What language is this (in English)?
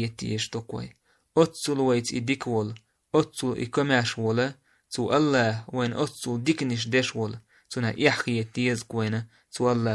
Chechen